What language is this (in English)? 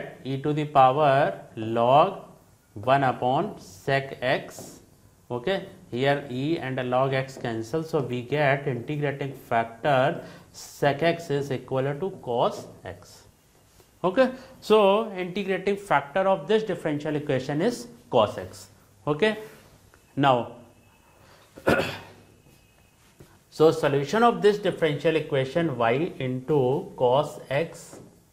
Hindi